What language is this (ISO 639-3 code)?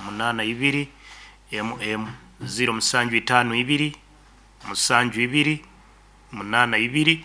nyn